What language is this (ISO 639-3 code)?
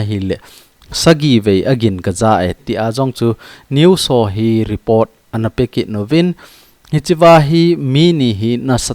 tcz